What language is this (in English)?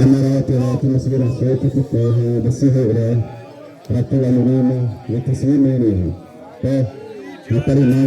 Xavánte